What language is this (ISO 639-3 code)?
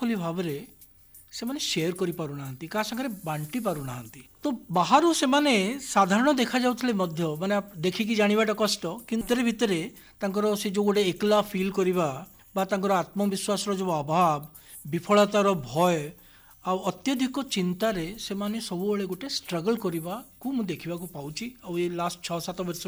ori